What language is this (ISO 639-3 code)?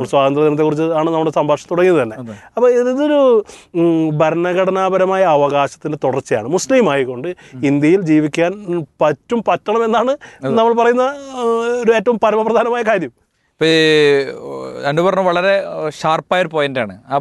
mal